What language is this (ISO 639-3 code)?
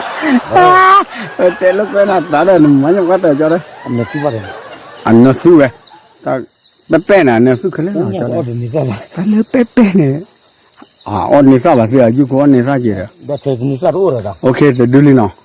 ksw